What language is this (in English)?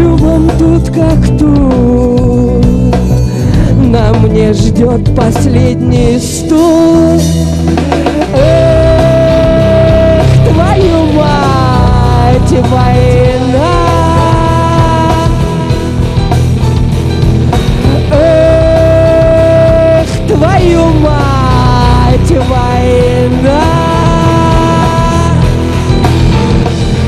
Russian